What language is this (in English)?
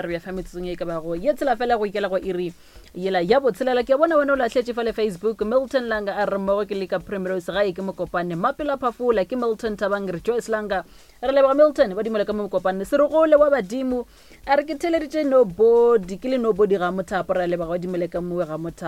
Northern Sotho